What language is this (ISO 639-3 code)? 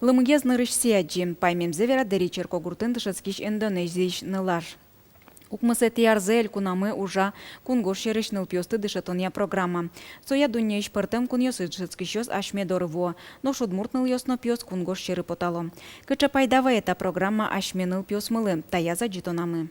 udm